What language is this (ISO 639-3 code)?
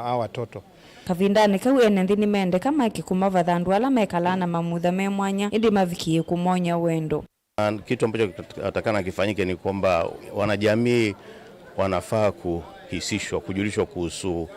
kam